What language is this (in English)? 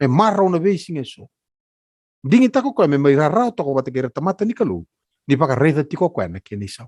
Fijian